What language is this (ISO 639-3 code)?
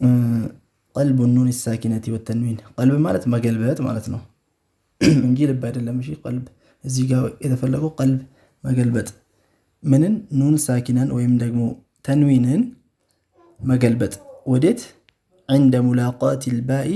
amh